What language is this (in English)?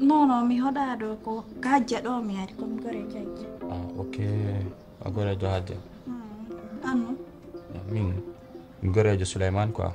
Pular